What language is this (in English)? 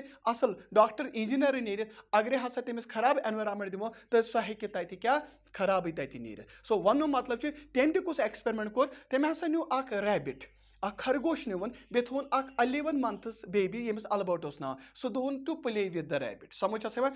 Kashmiri